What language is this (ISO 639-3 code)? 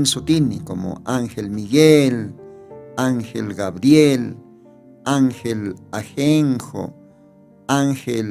aym